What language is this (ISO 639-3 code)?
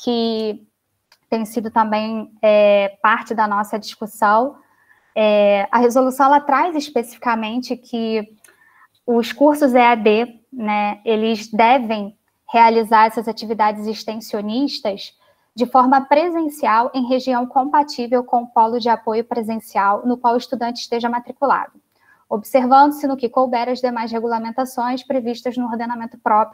por